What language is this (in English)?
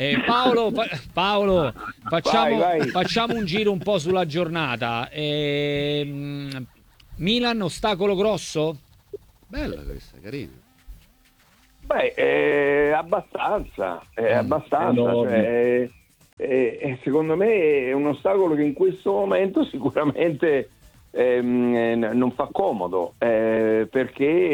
Italian